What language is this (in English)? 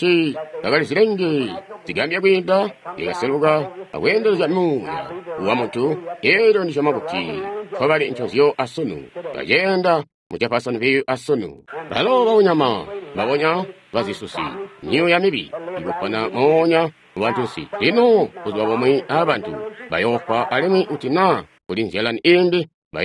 Tonga (Zambia)